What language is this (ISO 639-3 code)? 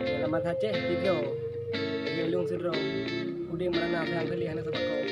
ace